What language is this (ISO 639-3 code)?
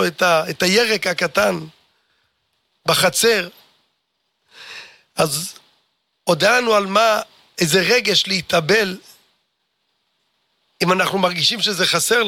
heb